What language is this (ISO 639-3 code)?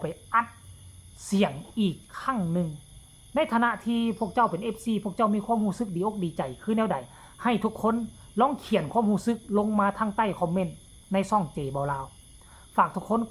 tts